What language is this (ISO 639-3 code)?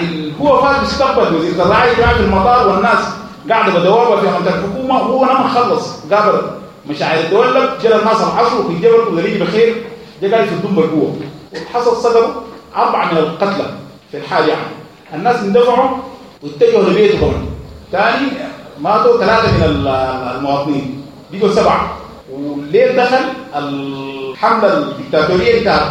apd